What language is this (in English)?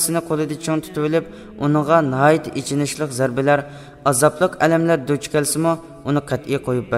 Uyghur